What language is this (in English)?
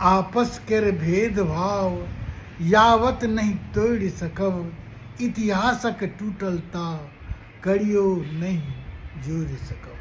Maithili